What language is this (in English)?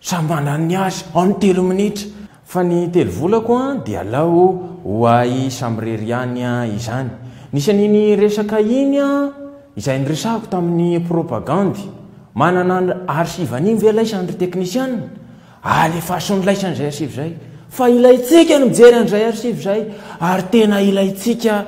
Malagasy